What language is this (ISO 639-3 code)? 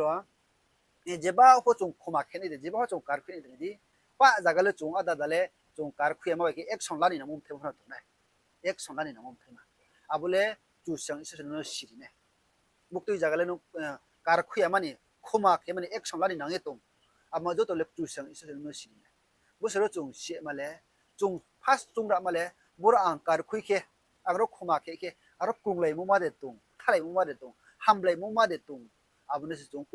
ria